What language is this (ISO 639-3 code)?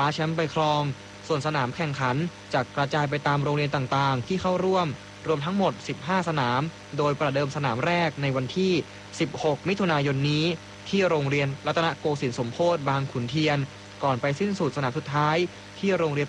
tha